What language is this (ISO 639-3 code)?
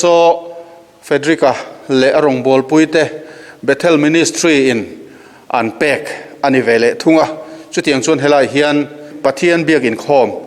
lus